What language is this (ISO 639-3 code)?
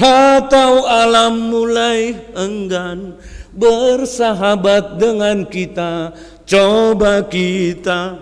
bts